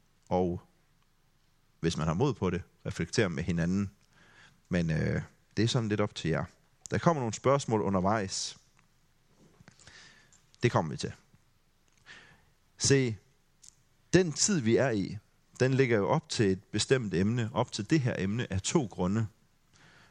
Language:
Danish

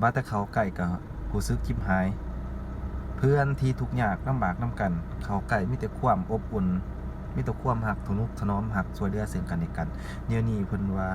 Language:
Lao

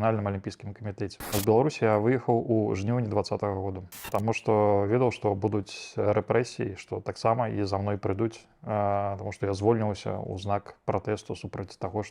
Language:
Belarusian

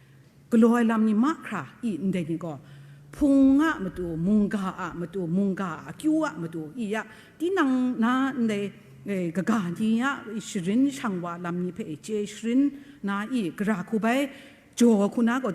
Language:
Kachin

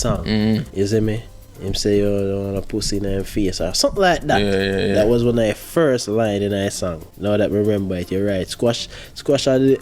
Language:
Jamaican Creole English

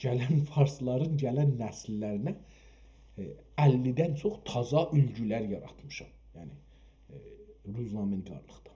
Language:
South Azerbaijani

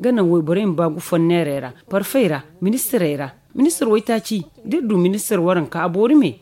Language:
Zarma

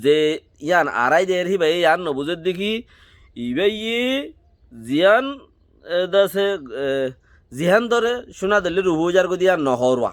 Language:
Rohingya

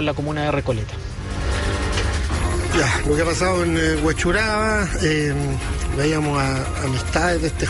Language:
Spanish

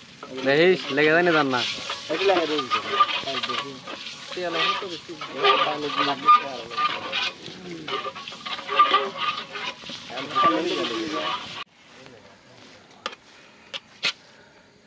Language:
Bangla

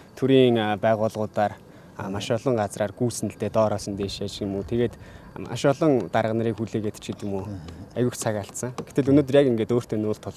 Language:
Mongolian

